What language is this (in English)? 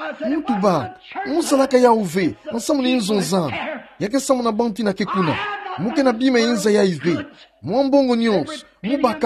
Kituba (Democratic Republic of Congo)